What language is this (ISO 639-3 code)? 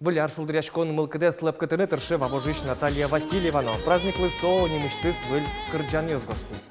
udm